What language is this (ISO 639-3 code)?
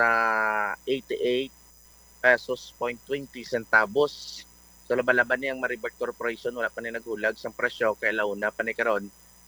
hil